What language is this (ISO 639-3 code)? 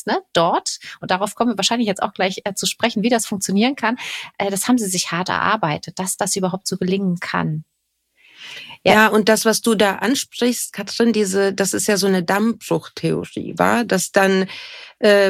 deu